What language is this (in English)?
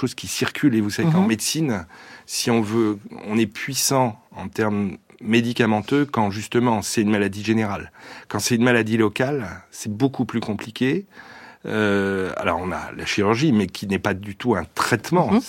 French